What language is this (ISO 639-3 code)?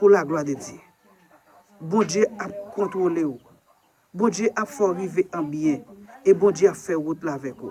hat